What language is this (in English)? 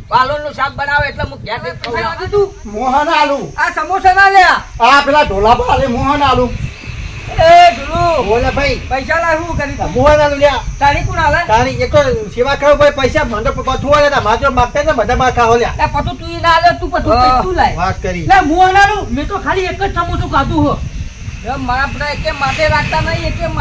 Gujarati